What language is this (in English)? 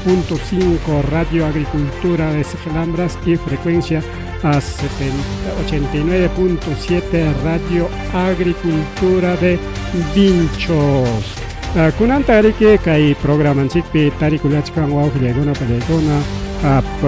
Ayacucho Quechua